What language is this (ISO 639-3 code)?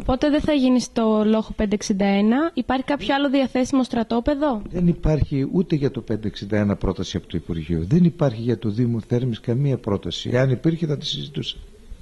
ell